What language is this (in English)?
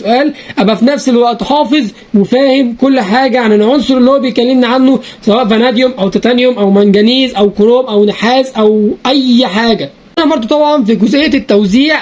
Egyptian Arabic